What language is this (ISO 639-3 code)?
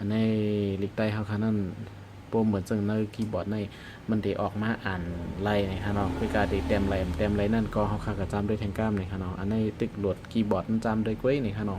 shn